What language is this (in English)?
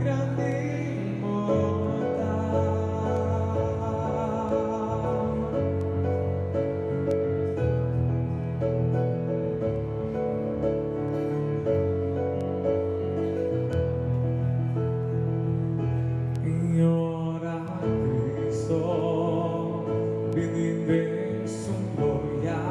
Papiamento